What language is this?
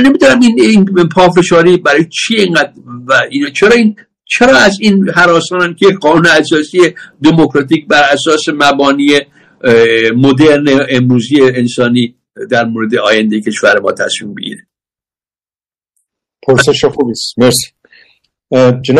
Persian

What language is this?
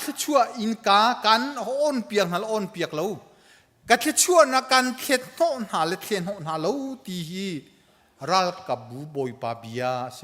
Hakha Chin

